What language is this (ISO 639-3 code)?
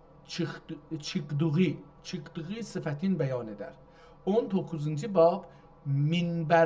azb